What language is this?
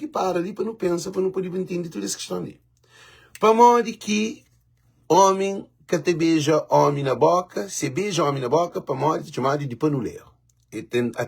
Kabuverdianu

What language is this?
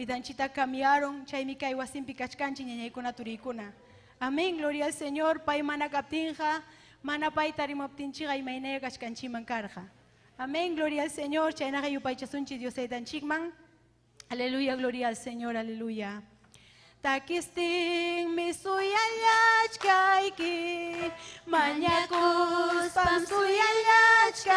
Ayacucho Quechua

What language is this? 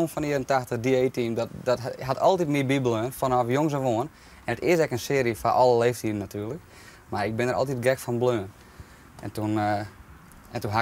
Western Frisian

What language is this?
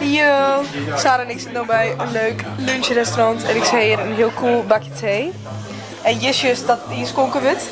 Western Frisian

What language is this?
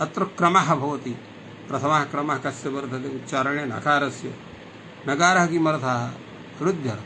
Sanskrit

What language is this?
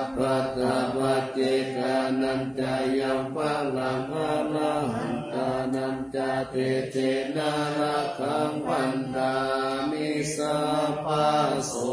Pali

